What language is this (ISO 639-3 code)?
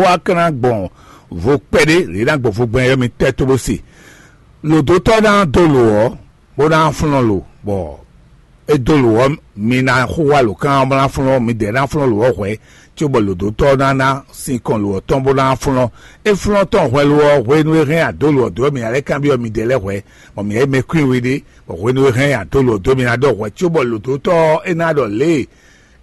fon